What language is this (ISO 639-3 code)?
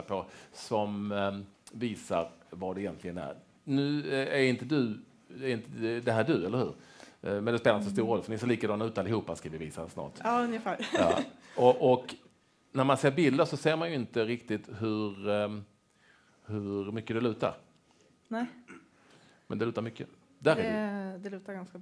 swe